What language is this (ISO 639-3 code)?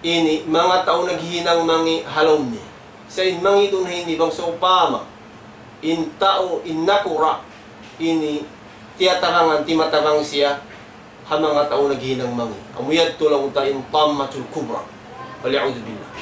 tsg